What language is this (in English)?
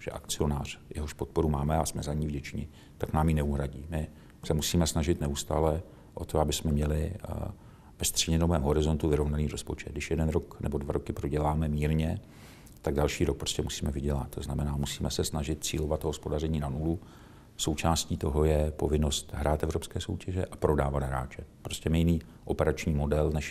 Czech